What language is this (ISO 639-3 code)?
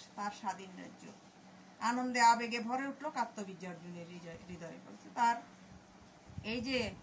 ben